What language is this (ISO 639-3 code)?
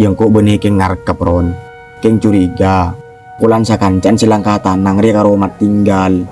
mad